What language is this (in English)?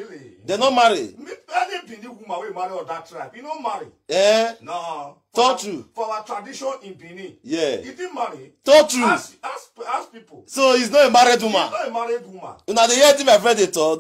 Nigerian Pidgin